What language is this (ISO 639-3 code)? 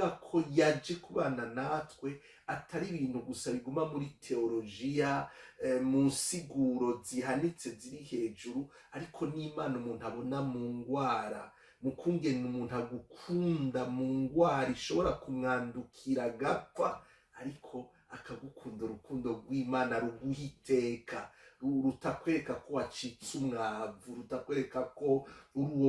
run